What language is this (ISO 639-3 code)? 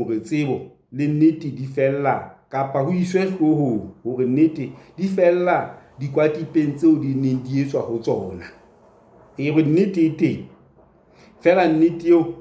sot